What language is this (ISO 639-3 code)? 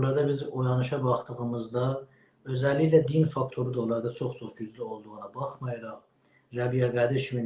azb